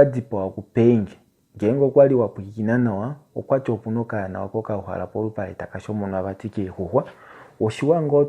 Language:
Kuanyama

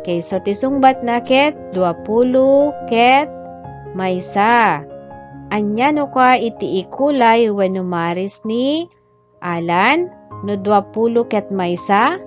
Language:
Iloko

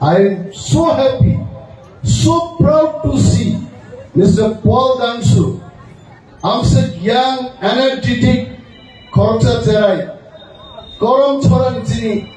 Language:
Kok Borok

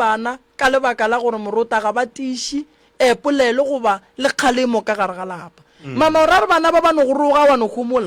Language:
Northern Sotho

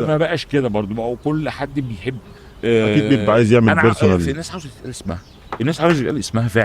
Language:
Egyptian Arabic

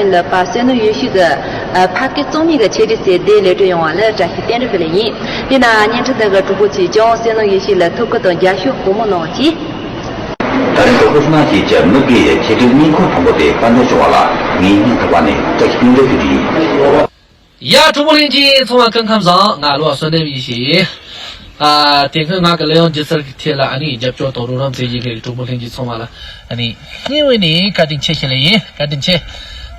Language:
Tibetan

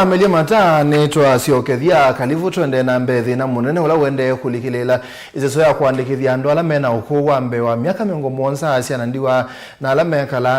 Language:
Kamba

